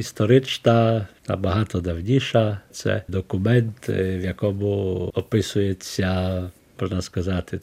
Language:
Ukrainian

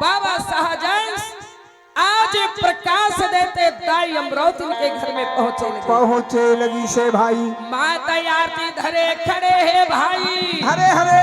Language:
Chhattisgarhi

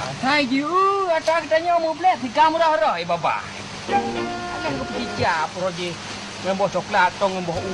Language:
Achinese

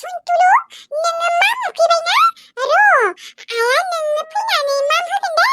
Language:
Bodo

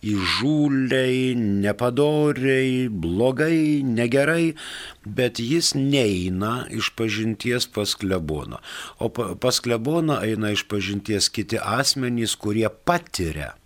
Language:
Lithuanian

